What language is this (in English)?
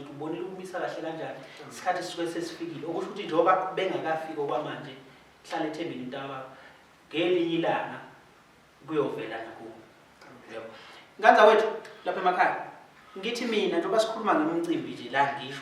Zulu